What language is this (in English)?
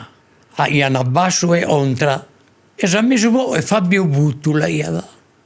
Sardinian